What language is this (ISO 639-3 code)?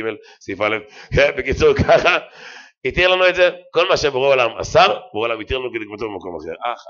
heb